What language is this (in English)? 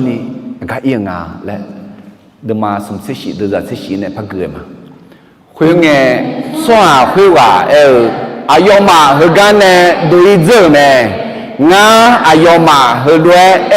Akha